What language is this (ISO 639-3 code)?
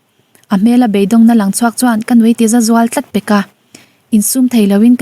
lus